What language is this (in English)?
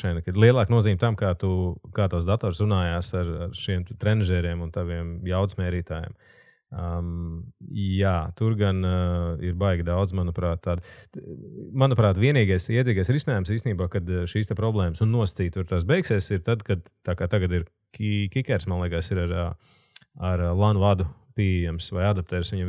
Latvian